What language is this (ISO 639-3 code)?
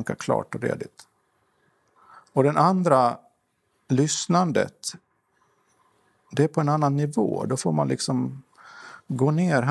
swe